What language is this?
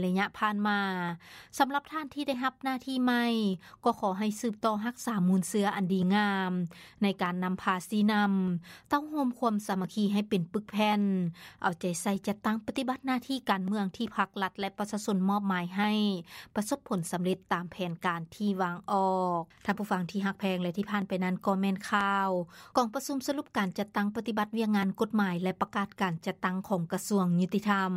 Lao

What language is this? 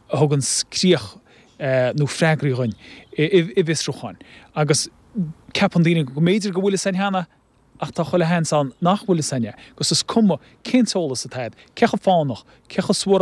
Irish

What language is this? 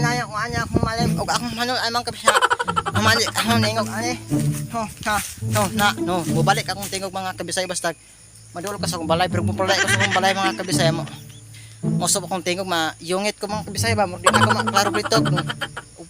Cebuano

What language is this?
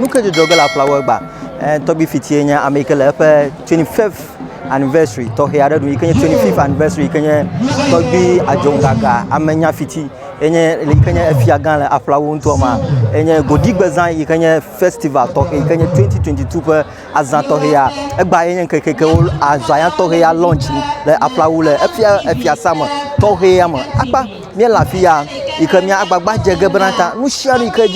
Ewe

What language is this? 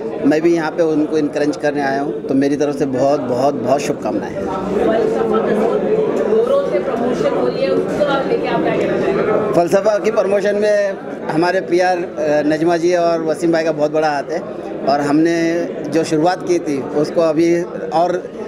Hindi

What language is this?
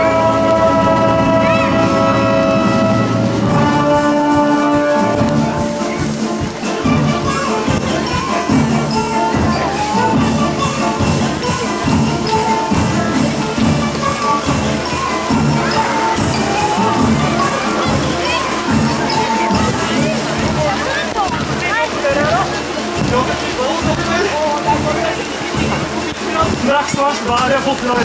Norwegian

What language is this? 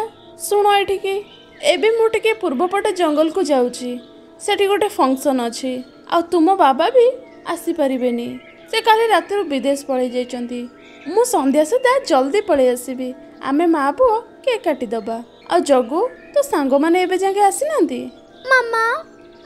Odia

